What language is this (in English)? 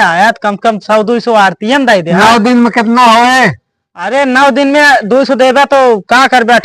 Awadhi